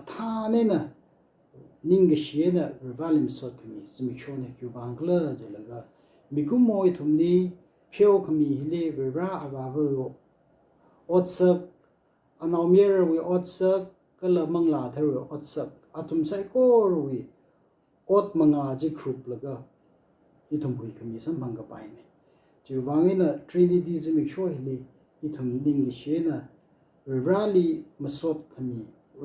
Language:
Tangkhul Naga (India)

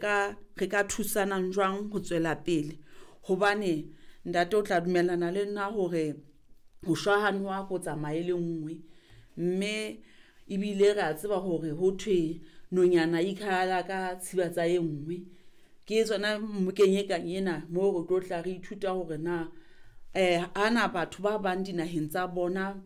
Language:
Southern Sotho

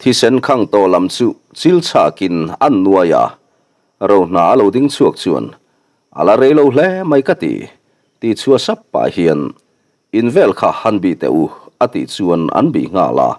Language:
Mizo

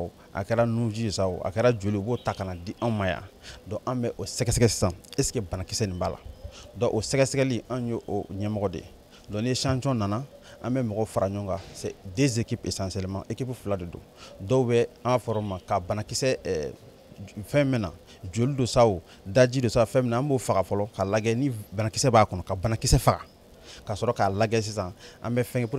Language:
Bambara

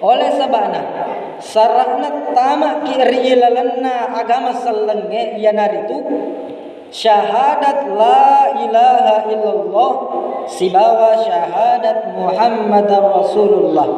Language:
Buginese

